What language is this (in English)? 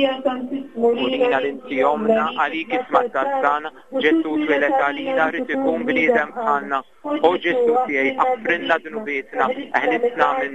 Maltese